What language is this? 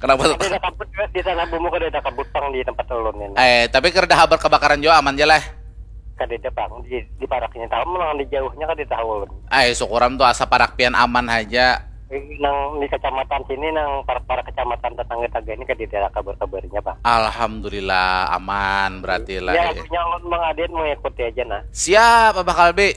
Banjar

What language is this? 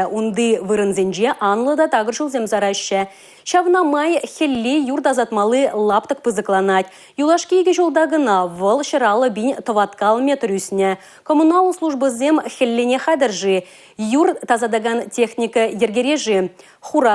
Chuvash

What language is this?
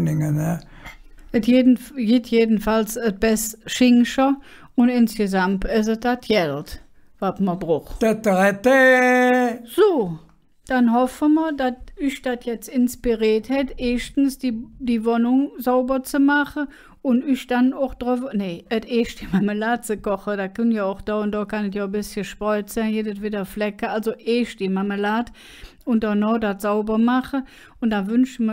Colognian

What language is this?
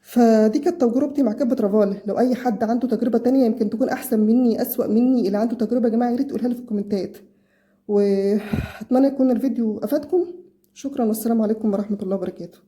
Egyptian Arabic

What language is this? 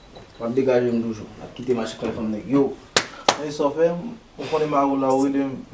Haitian Creole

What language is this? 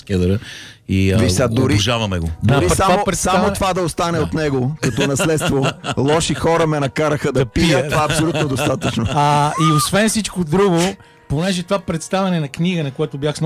Bulgarian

